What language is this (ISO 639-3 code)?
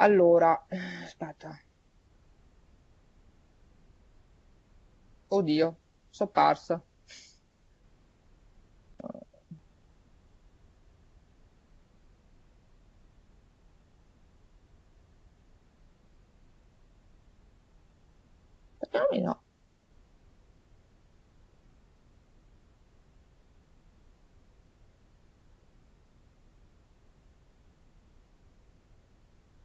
ita